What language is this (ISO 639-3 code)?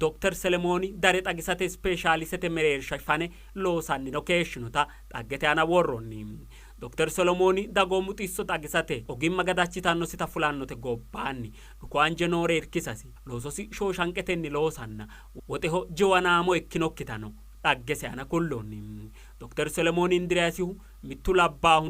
sid